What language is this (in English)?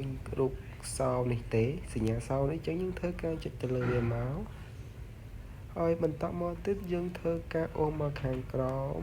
Khmer